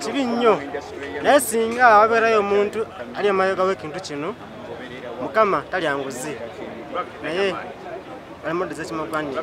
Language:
Ganda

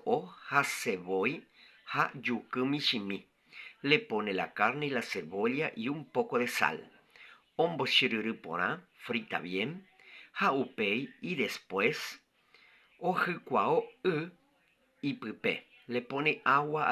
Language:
Guarani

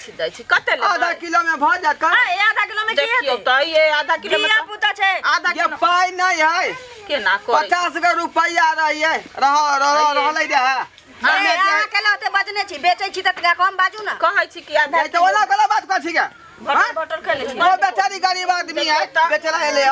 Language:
Maithili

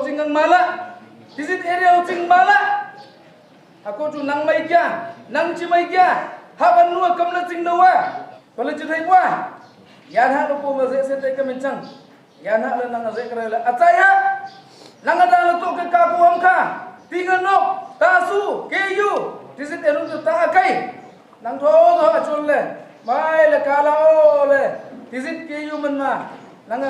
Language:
Naga Pidgin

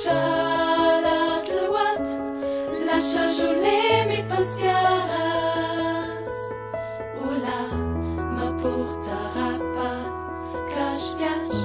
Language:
Ladin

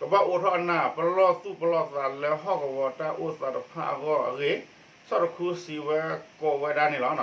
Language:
S'gaw Karen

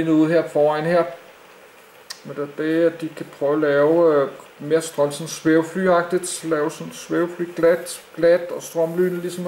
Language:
Danish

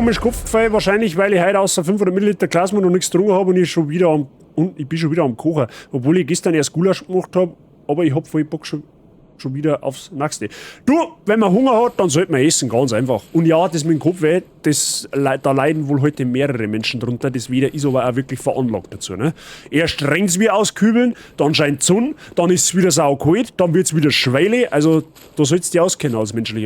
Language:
Bavarian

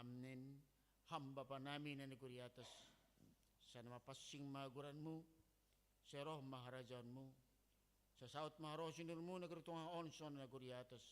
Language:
Batak Simalungun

